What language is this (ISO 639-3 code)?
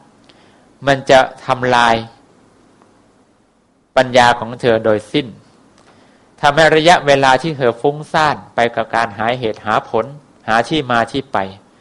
tha